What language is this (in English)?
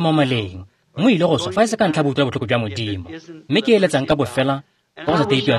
Tswana